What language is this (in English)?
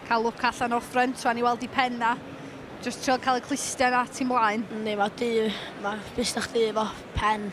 Welsh